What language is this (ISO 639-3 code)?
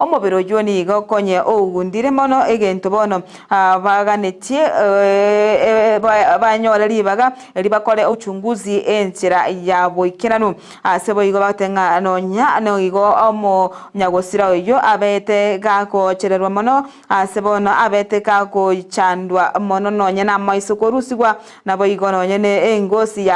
guz